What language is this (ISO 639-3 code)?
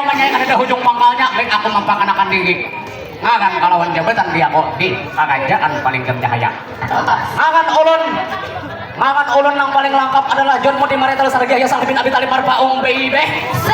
bjn